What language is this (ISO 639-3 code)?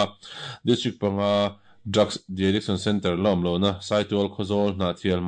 lus